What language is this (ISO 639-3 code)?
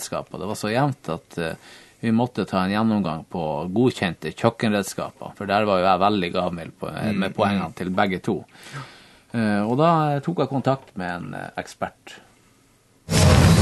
nor